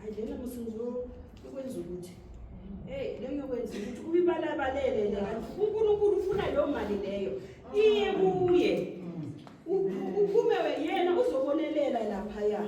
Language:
Zulu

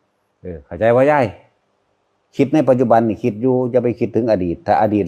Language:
Northeastern Thai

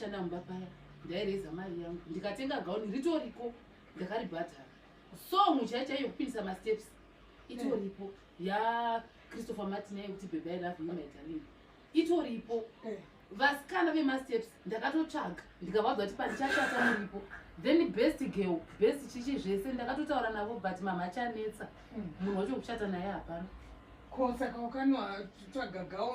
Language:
Shona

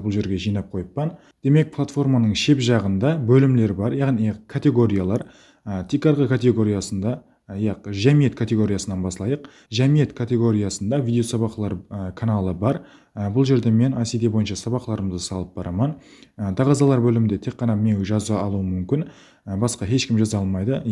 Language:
Kara-Kalpak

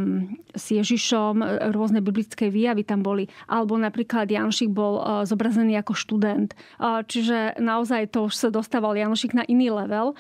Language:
Slovak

